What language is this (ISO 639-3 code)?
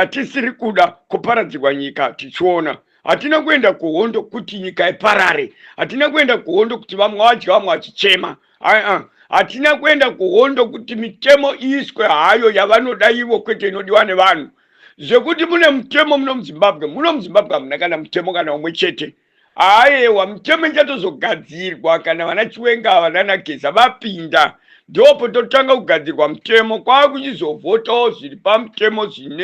sna